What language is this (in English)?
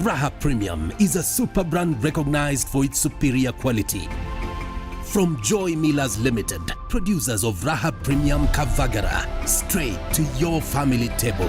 Meru